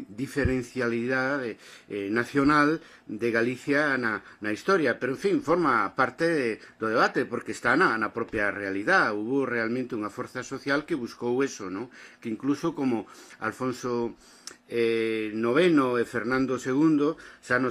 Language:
Galician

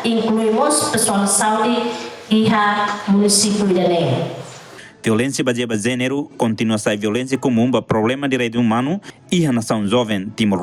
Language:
Tetum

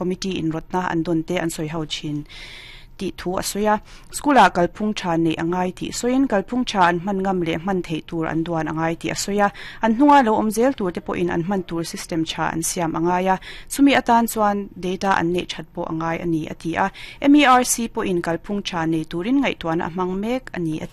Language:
Mizo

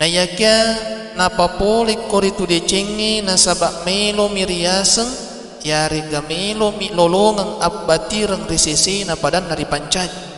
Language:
Buginese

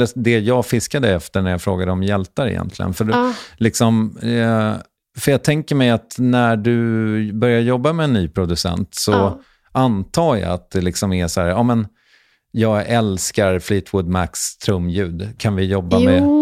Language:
Swedish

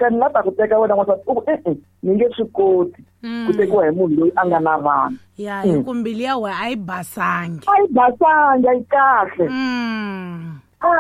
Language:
Tsonga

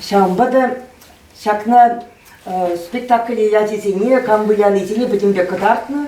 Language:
Chuvash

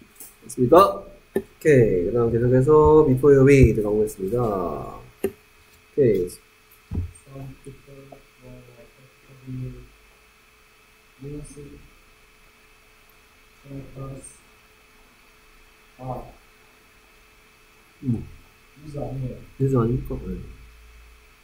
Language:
Korean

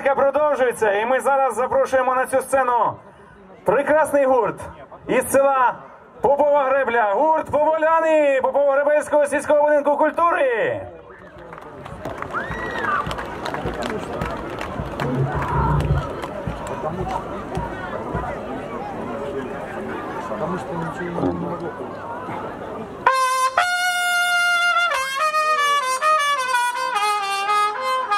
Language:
Ukrainian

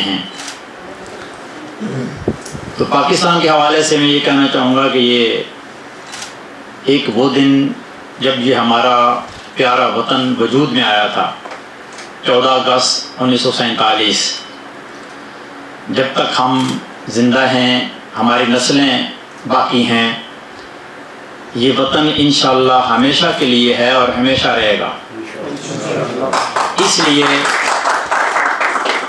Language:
Urdu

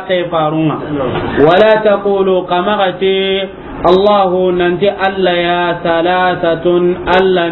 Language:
Soninke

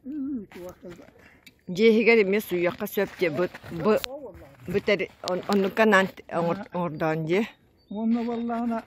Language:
Yakut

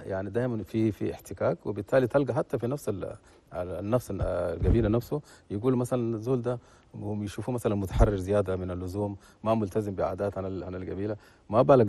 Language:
Chadian Arabic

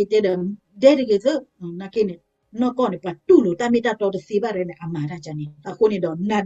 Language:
S'gaw Karen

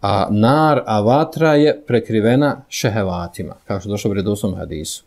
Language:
Bosnian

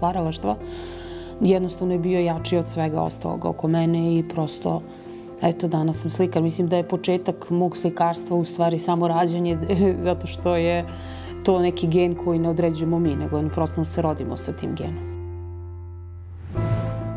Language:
Serbian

